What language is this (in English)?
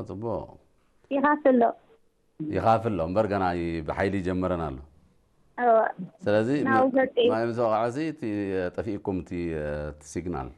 Tigrinya